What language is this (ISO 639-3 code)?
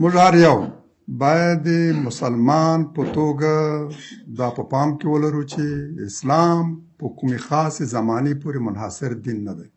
pus